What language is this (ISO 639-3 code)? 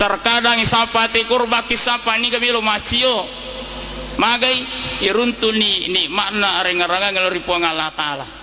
bug